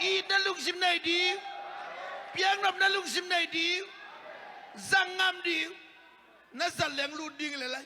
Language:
Tedim Chin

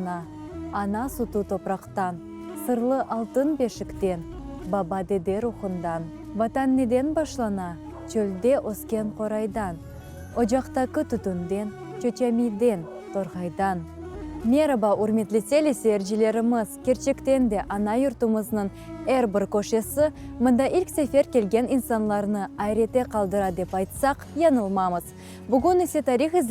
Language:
Crimean Tatar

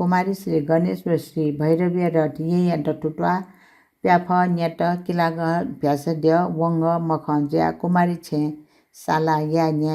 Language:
Newari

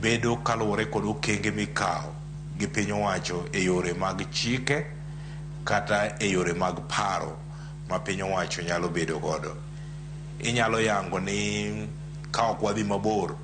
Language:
Luo (Kenya and Tanzania)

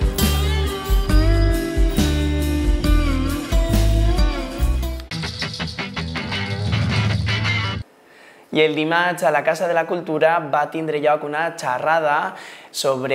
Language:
Catalan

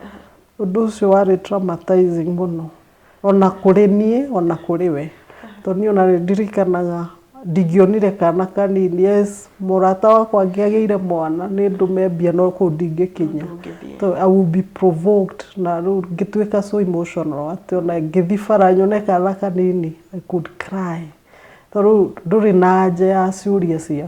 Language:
Kikuyu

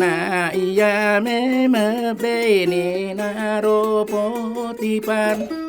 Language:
Buginese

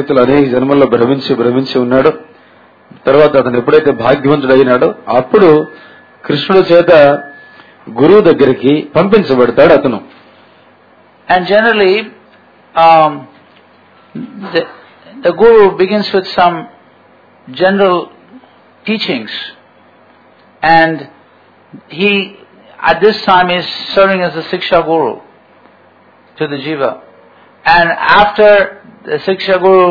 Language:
Telugu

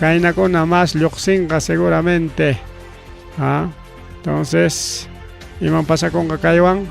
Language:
Ayacucho Quechua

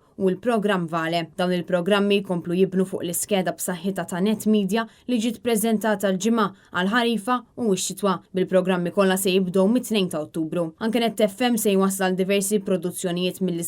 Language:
Maltese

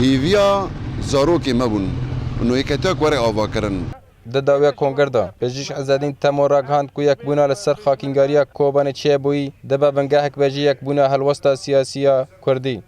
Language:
Kurdish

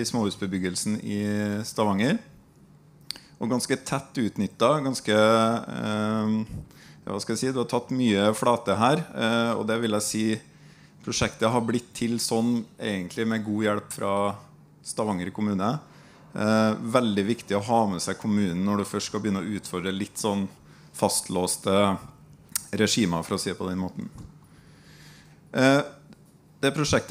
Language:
Norwegian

